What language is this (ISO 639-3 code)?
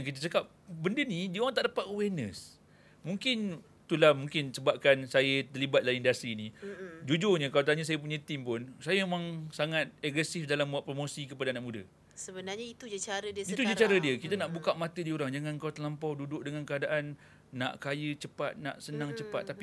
msa